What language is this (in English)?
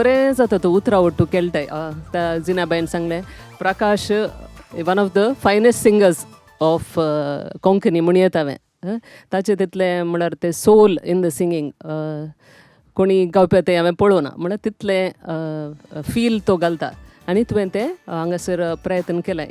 Konkani